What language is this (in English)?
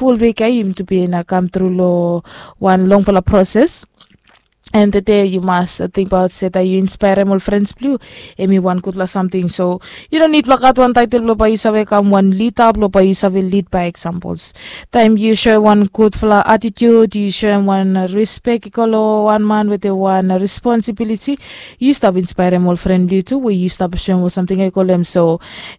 Bislama